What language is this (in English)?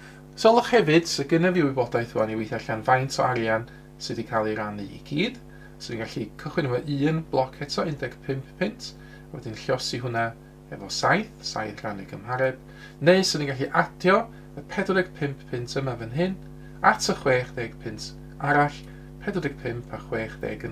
Welsh